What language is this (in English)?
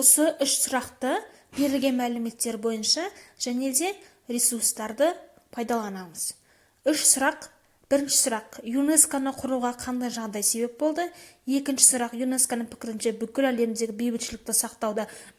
Kazakh